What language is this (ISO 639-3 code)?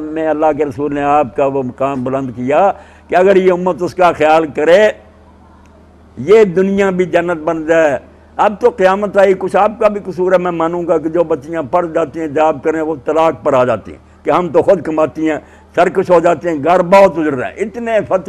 urd